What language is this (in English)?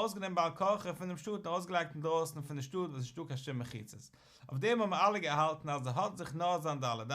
Yiddish